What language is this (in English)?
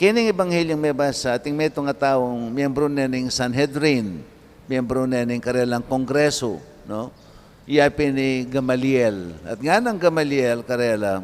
Pampanga